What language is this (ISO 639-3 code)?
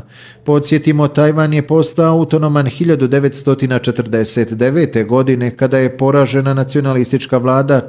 bos